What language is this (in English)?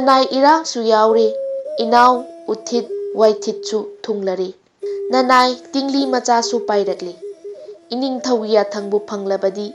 Manipuri